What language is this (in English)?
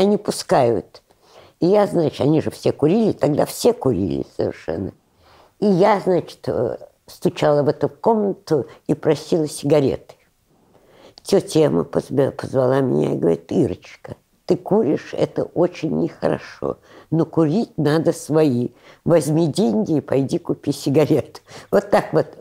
Russian